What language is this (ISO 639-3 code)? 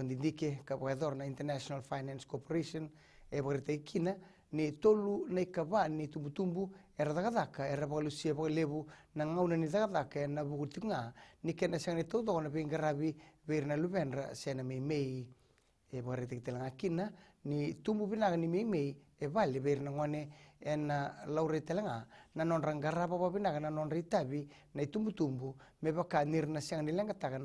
fij